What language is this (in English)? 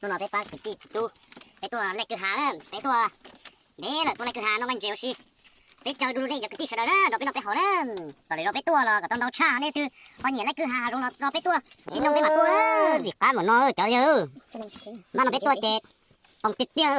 Hmong